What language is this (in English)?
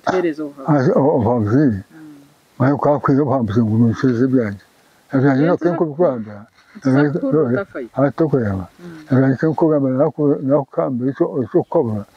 Nyankole